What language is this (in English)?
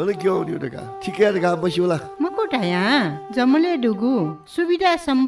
Newari